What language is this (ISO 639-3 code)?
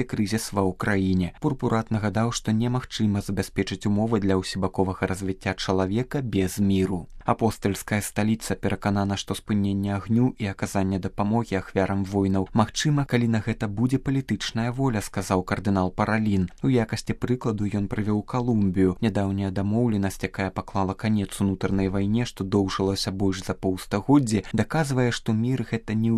bel